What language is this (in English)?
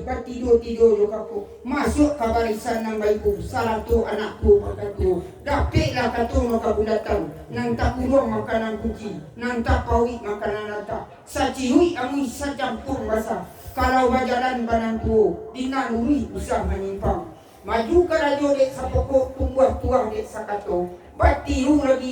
Minangkabau